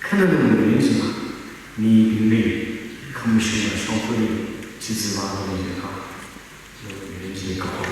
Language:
Tangkhul Naga (India)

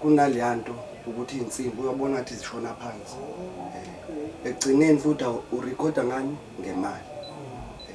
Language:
Zulu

